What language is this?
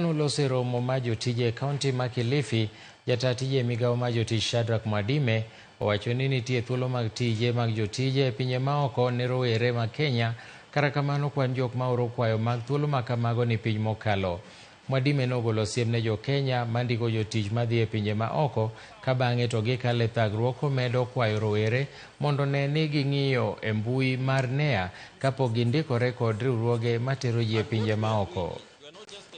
Luo (Kenya and Tanzania)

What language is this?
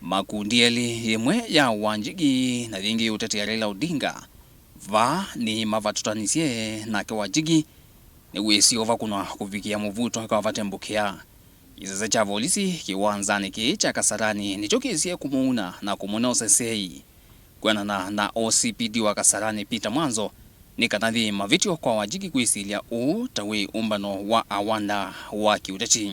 Kamba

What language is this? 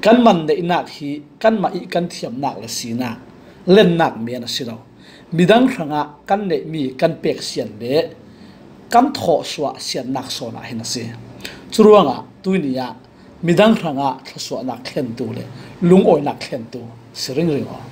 Falam Chin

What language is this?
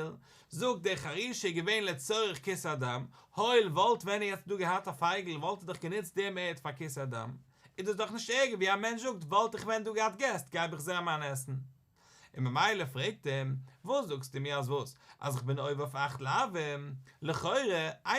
Yiddish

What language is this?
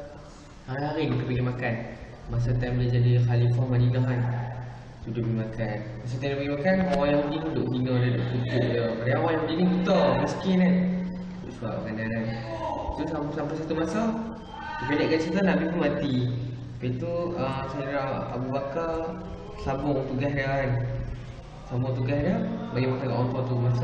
Malay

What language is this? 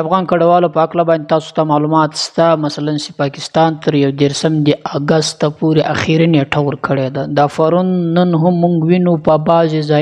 Pashto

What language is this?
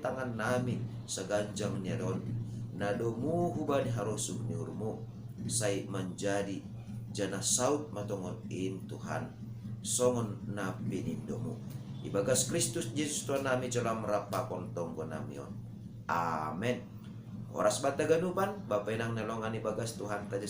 Batak Simalungun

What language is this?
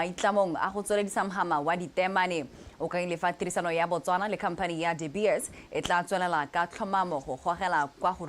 Tswana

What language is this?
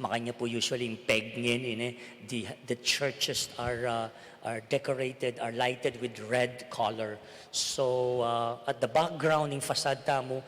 Pampanga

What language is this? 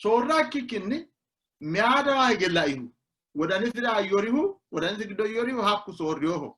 Sidamo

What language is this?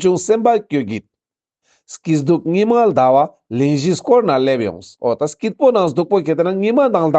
Ladakhi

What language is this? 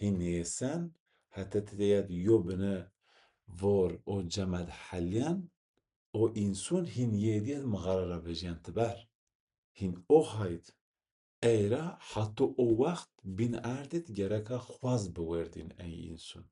Zaza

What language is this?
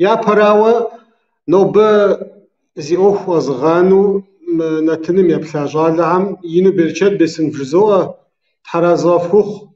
Kabardian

